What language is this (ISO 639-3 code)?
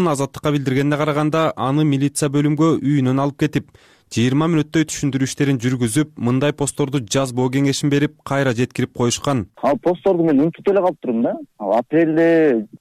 kir